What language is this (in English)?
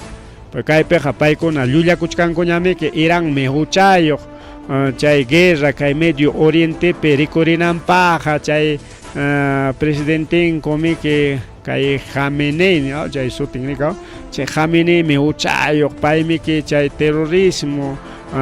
Ayacucho Quechua